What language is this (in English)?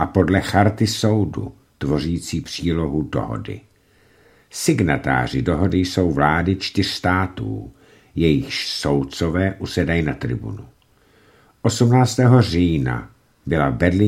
Czech